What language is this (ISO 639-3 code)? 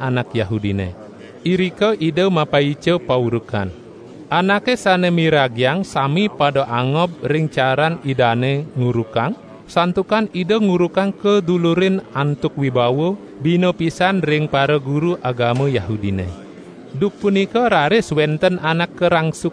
ban